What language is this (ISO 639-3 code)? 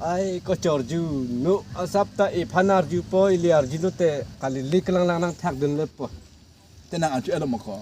mjw